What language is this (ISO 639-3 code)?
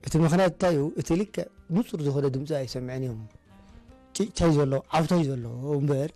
tir